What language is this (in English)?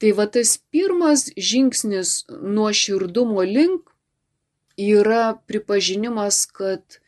Lithuanian